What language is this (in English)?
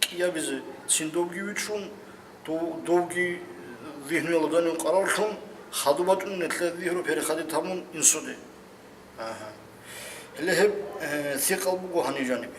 Avaric